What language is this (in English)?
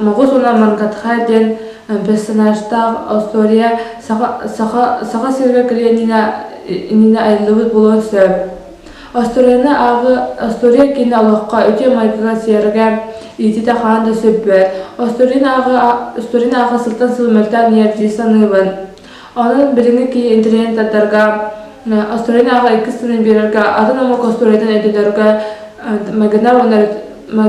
Yakut